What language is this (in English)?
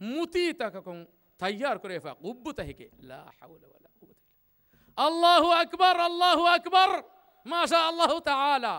Divehi